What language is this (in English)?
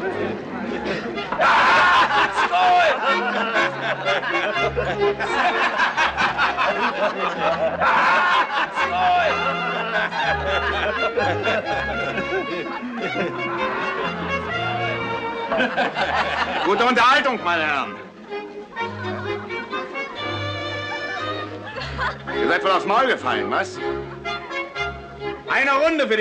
German